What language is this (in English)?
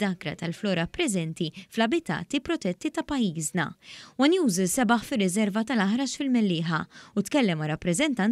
Maltese